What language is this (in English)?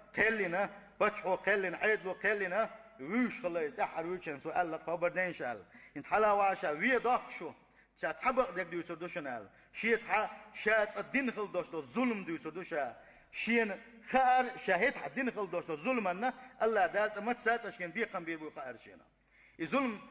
Chechen